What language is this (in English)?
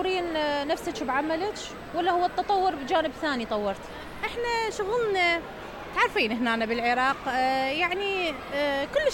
Mesopotamian Arabic